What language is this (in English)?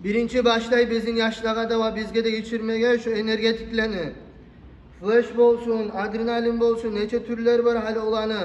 Kumyk